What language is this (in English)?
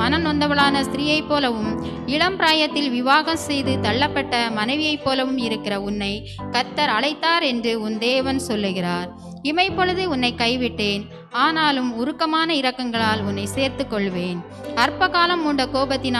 Tamil